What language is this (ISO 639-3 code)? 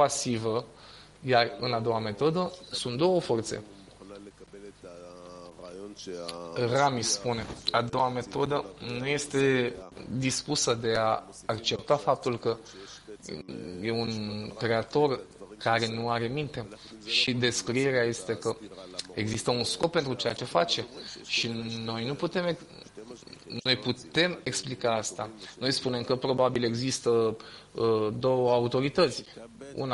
ron